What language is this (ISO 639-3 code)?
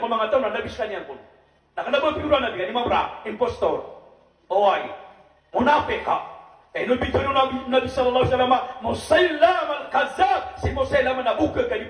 mrw